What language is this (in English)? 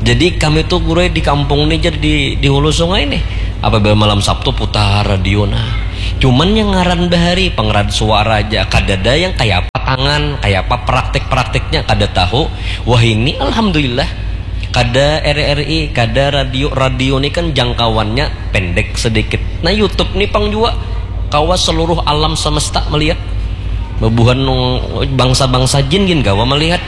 Banjar